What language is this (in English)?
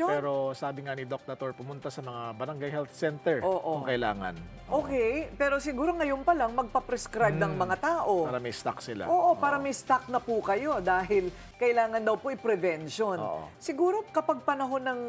Filipino